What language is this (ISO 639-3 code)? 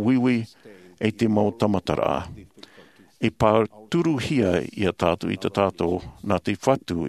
tah